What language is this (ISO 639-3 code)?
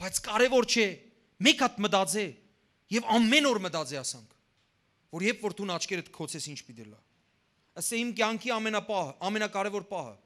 hyw